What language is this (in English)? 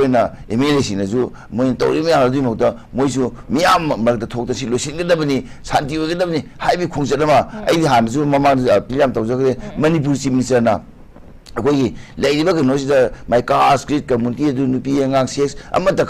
Manipuri